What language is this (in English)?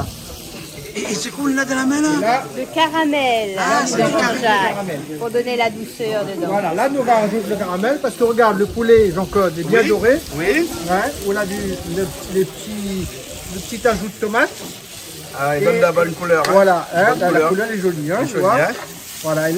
Réunion Creole French